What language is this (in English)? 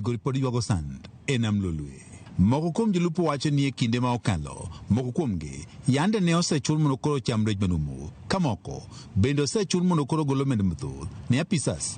Luo (Kenya and Tanzania)